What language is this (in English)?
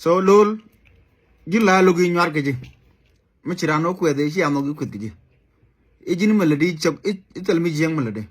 Nuer